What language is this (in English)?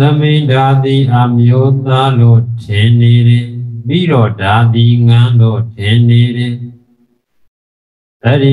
Burmese